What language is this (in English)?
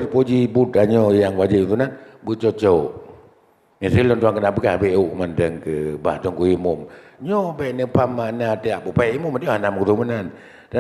Achinese